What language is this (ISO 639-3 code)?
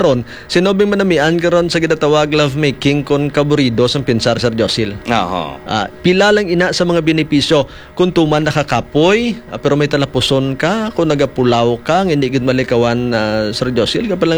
hil